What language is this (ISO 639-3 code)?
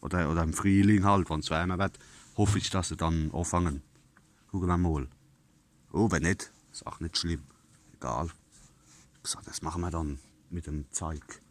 pfl